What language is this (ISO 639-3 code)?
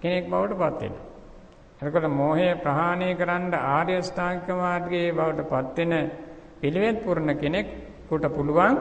sin